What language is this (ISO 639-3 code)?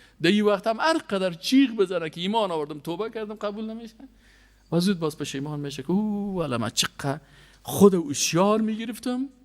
fas